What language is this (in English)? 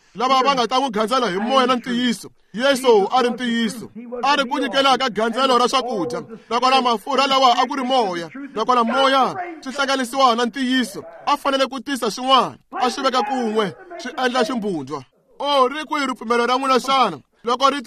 Tsonga